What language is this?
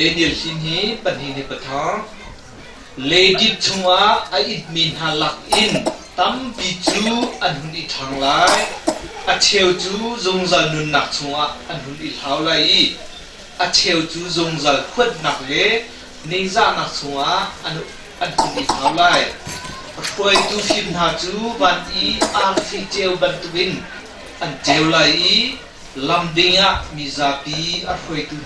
Hakha Chin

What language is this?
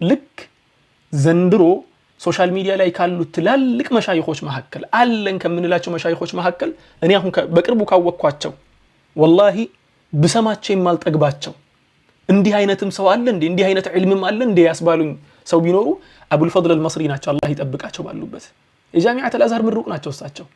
Amharic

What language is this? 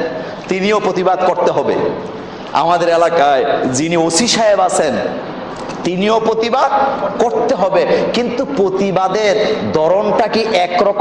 Bangla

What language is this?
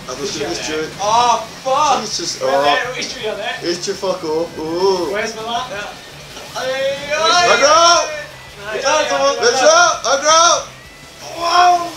Faroese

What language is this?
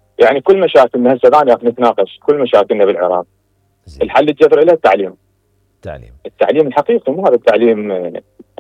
Mesopotamian Arabic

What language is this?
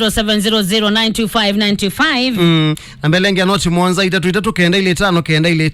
Kamba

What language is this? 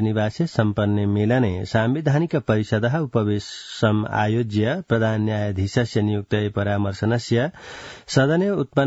Sanskrit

